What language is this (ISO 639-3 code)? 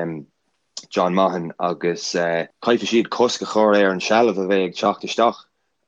gle